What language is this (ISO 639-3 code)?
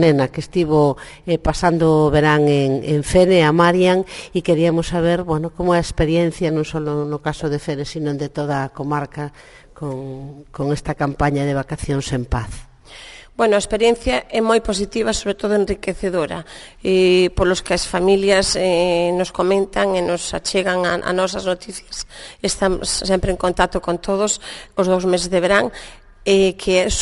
glg